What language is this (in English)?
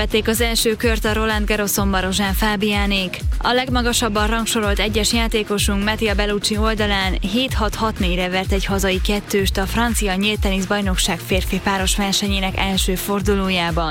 Hungarian